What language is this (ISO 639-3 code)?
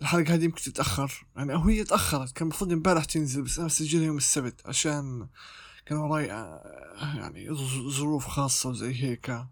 apc